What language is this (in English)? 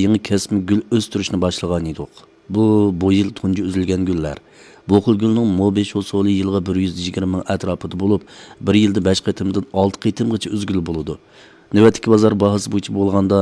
Uyghur